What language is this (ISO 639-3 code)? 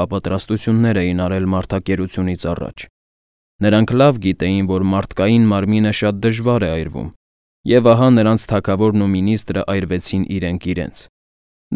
hye